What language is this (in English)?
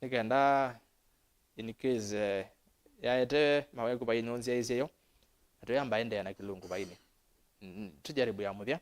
Kamba